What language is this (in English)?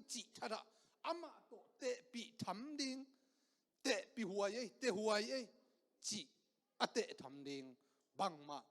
Tedim Chin